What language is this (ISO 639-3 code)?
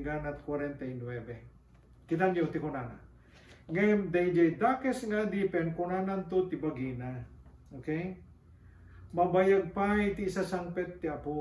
ilo